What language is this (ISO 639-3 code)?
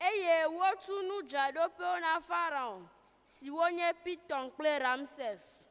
ewe